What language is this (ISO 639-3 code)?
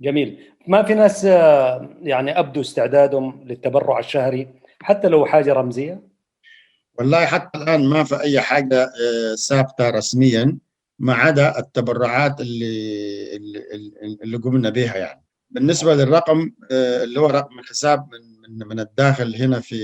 apd